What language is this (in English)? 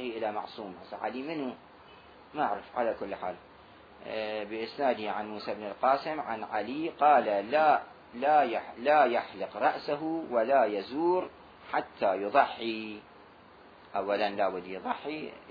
Mesopotamian Arabic